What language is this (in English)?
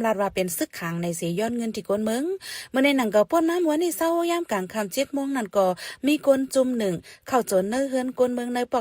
Shan